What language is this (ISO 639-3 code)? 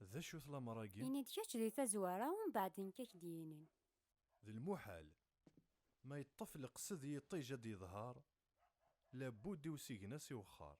kab